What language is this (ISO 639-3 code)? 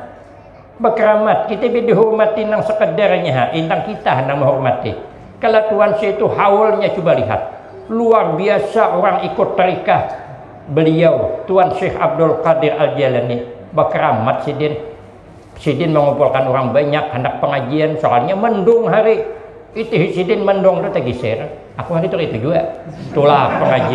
bjn